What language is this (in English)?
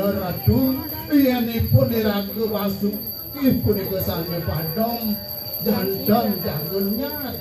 Balinese